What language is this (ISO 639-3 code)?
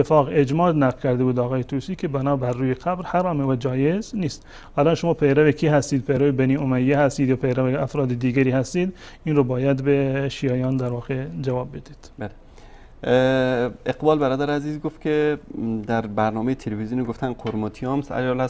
fas